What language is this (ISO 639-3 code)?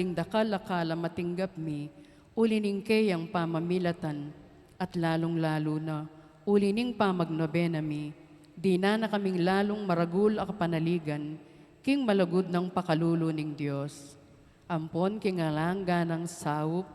pam